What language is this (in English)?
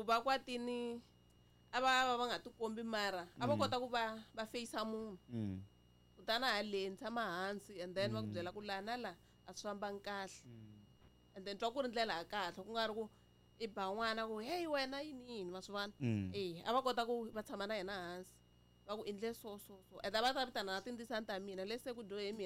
Tsonga